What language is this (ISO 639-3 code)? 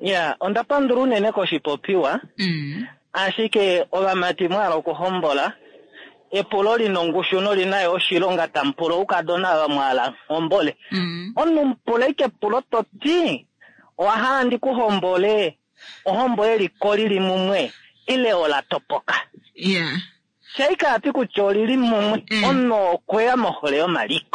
kua